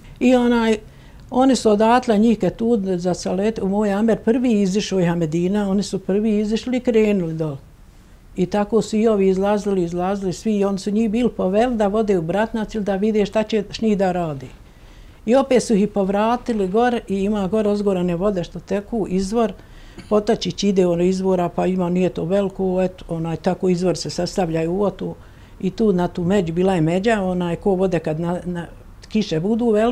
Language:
Bosnian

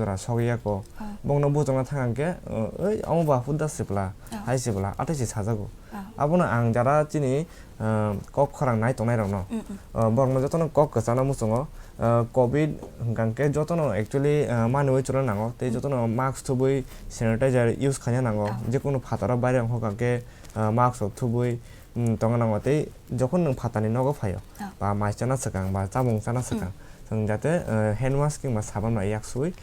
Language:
Kok Borok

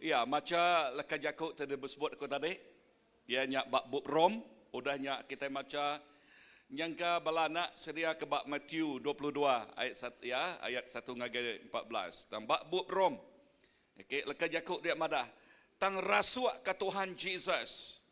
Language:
Iban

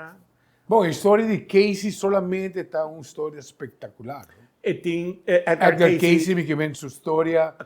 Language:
Papiamento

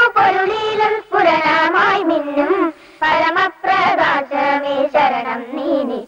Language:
Malayalam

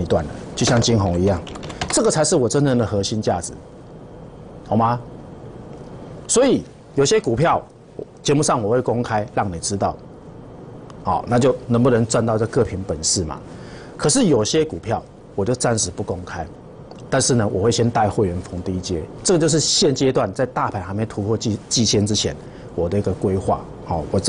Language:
Chinese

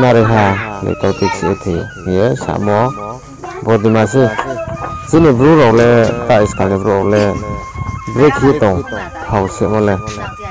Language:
Riang (India)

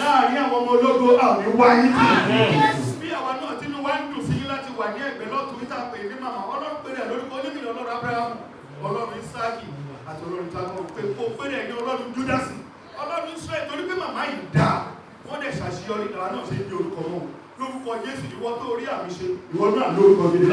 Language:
Yoruba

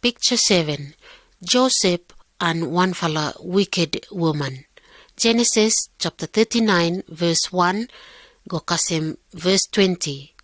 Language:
Pijin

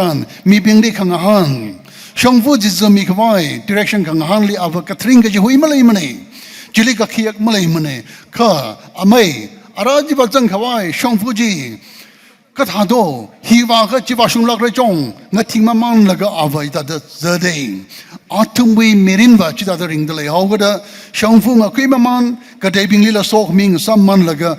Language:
Tangkhul Naga (India)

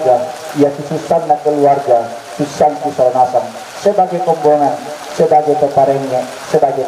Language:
Toraja-Sa'dan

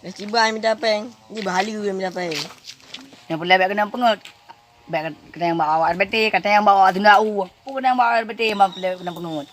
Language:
Achinese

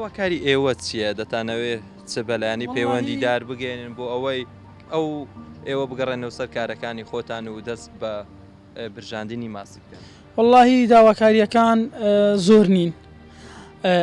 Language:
Central Kurdish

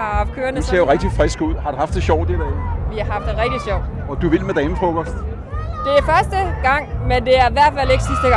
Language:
Danish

